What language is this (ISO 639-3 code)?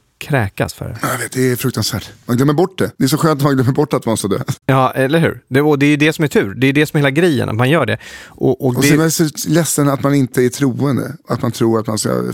swe